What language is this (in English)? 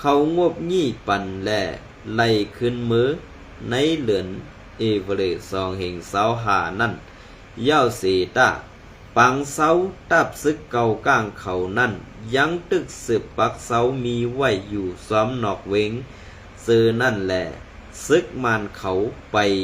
Shan